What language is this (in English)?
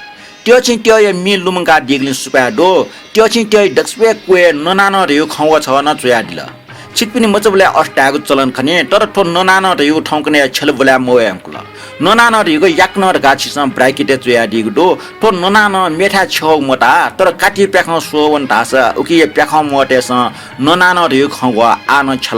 Newari